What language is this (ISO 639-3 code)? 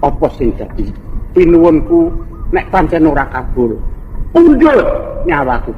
jav